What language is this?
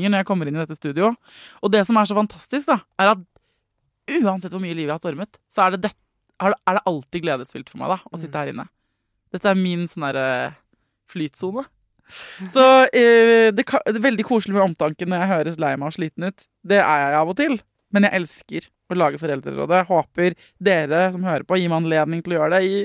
Norwegian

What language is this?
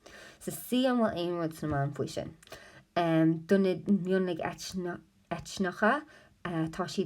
Irish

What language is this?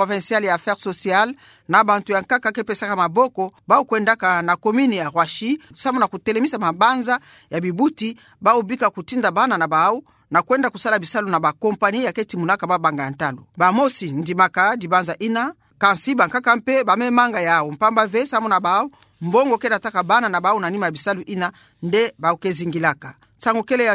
Kituba (Democratic Republic of Congo)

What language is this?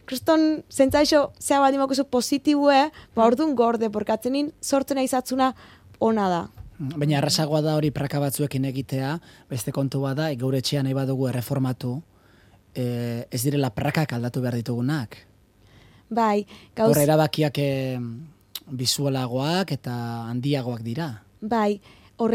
Basque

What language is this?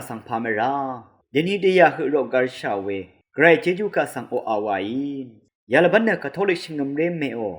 Rawang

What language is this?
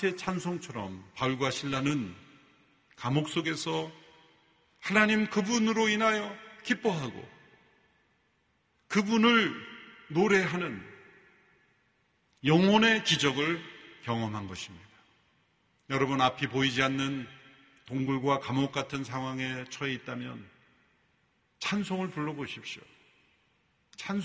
Korean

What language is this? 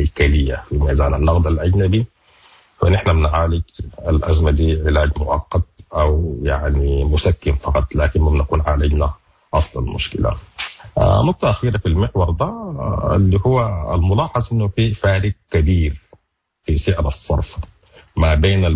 Sudanese Arabic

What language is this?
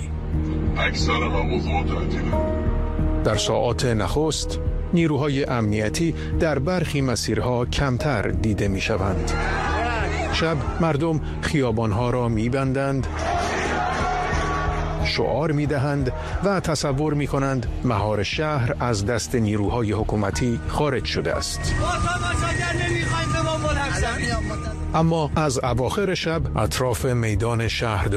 Persian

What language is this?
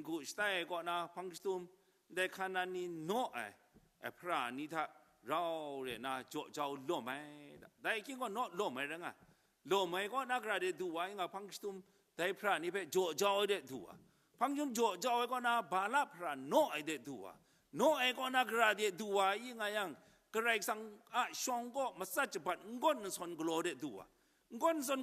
Kachin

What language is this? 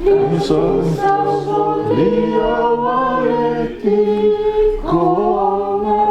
Fijian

